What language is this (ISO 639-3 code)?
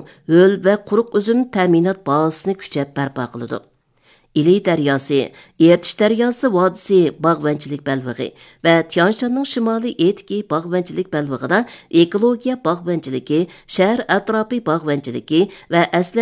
uig